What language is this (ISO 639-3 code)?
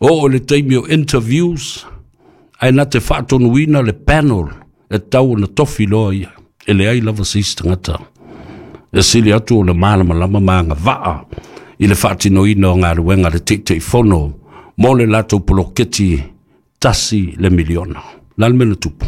smo